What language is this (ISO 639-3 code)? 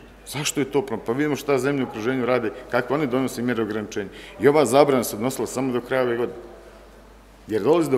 bos